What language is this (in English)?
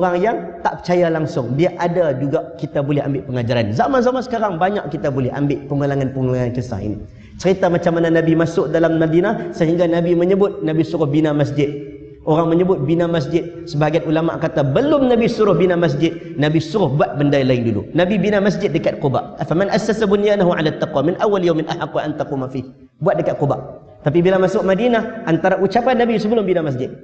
Malay